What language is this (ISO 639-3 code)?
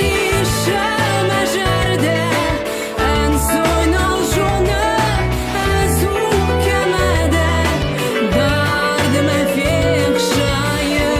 oss